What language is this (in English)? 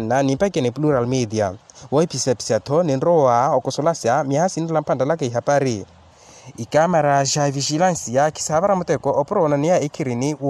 Makhuwa